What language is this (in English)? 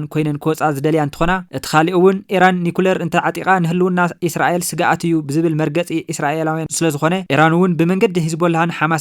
Tigrinya